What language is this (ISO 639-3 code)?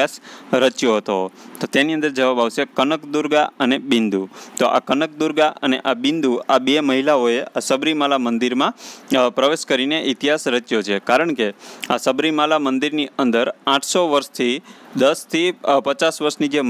guj